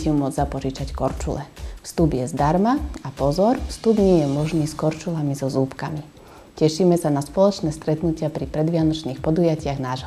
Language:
Slovak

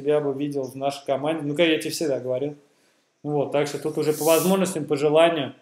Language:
Russian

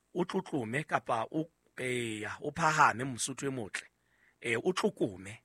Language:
Southern Sotho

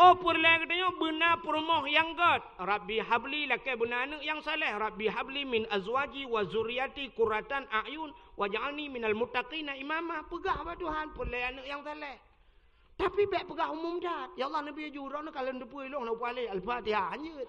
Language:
Achinese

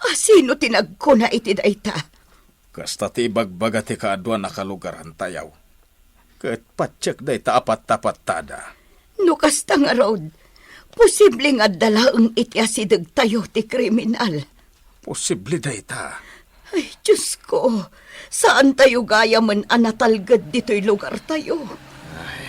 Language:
Iloko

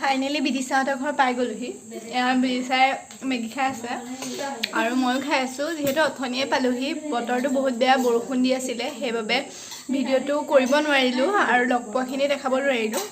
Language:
Assamese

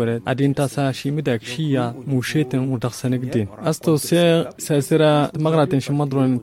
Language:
Tamasheq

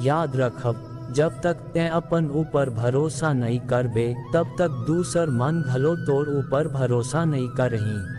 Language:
Chhattisgarhi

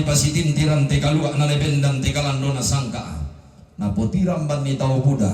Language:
Toraja-Sa'dan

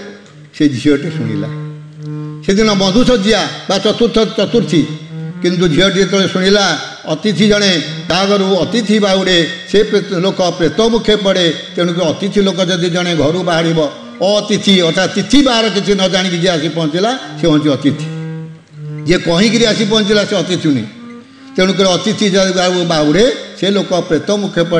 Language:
Odia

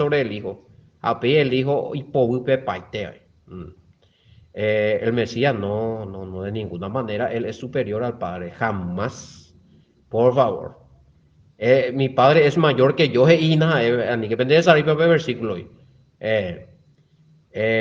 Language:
Guarani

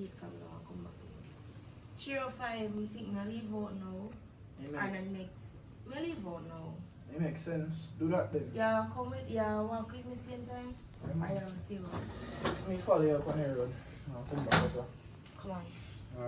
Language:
Jamaican Creole English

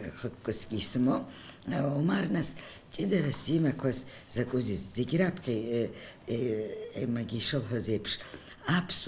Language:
Abkhazian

